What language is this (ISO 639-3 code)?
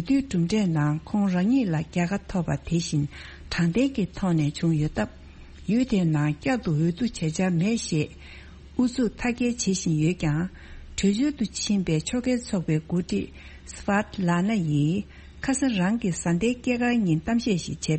bod